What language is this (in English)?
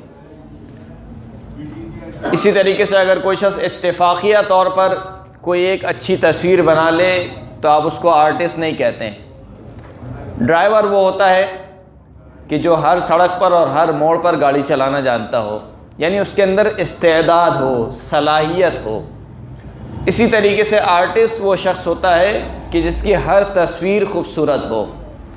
Urdu